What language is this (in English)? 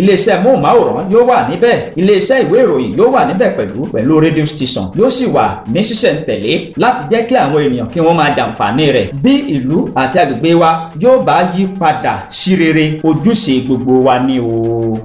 Yoruba